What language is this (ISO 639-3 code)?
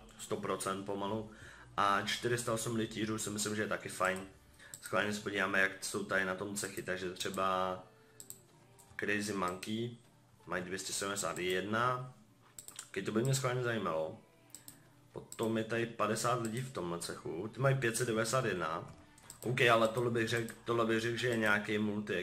ces